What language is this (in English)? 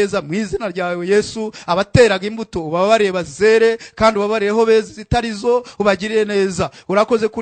Kinyarwanda